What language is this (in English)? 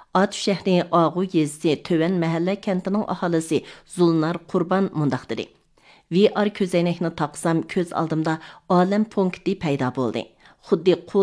Uyghur